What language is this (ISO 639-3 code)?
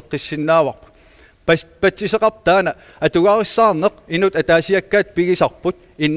kal